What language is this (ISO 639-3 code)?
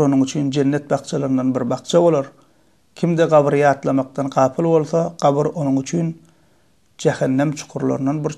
tuk